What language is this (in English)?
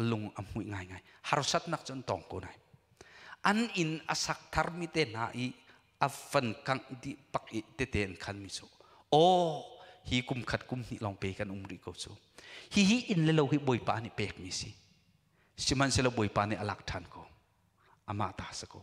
Hakha Chin